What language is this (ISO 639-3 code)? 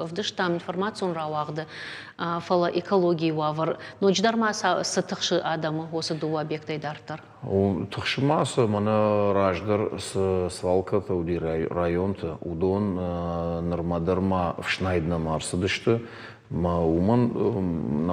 oss